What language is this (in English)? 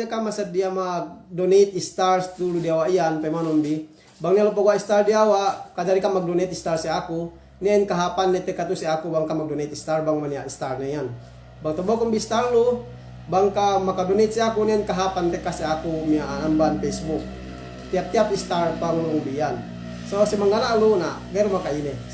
Yakan